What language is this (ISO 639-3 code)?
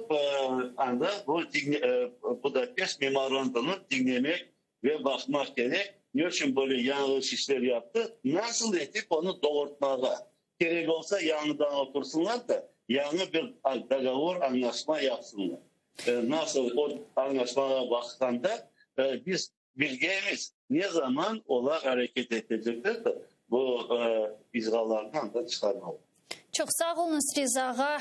crh